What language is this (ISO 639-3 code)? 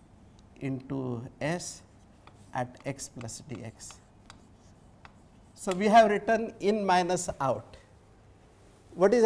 eng